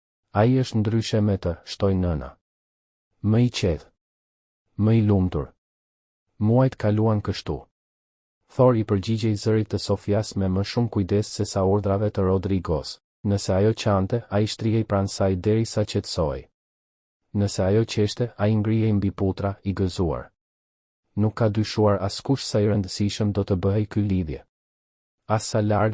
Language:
Albanian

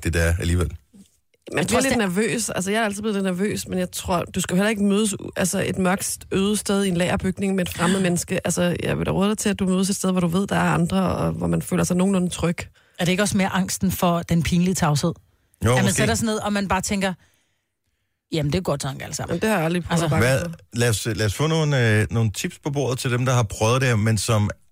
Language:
Danish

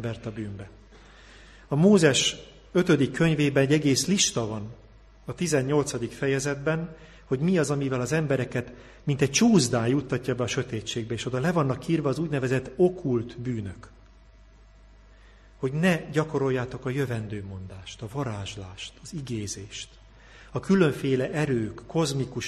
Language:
Hungarian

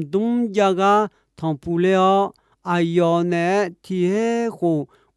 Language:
Akha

